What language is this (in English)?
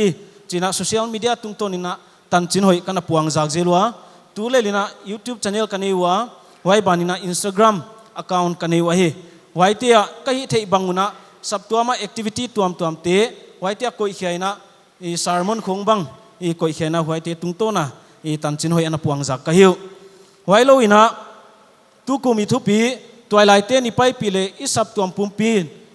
Paite Chin